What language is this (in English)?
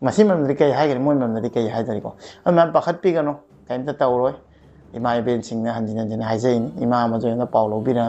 Manipuri